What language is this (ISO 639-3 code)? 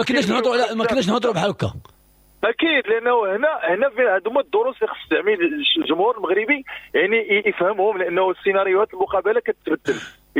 ary